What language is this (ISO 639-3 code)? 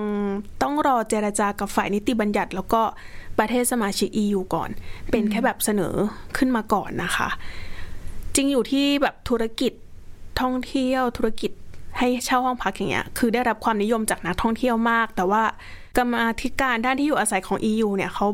tha